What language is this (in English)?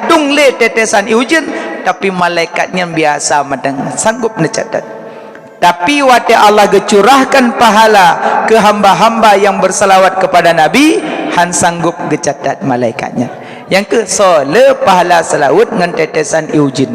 Achinese